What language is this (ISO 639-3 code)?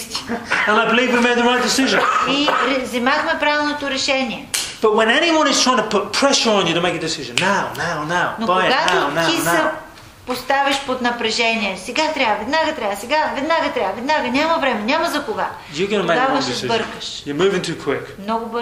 bul